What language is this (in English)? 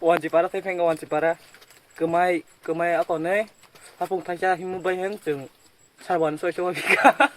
Kok Borok